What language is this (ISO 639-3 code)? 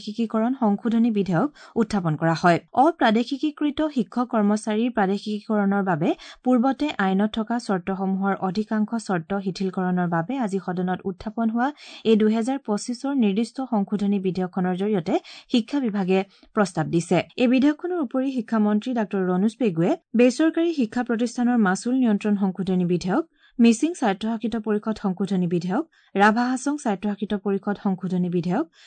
asm